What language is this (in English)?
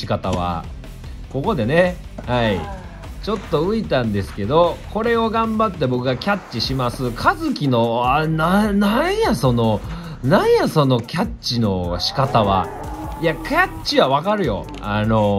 Japanese